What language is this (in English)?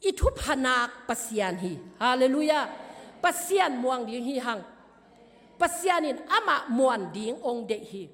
Tedim Chin